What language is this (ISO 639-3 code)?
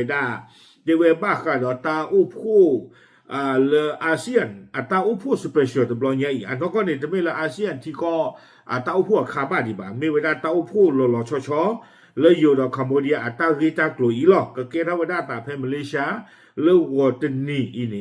ksw